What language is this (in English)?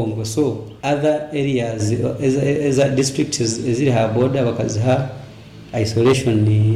Nyoro